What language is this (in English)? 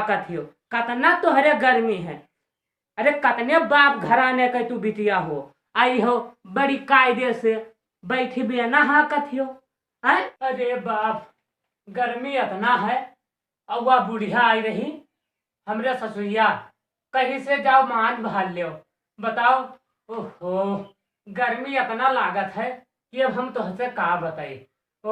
Awadhi